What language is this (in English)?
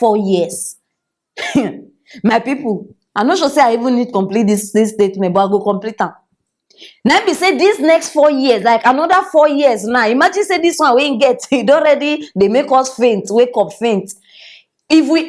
Nigerian Pidgin